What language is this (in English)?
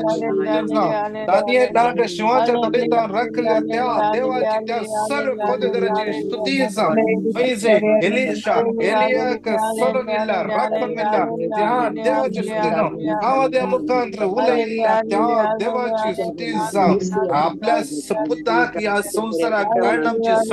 Konkani